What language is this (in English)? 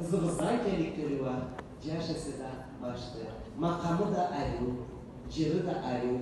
Karachay-Balkar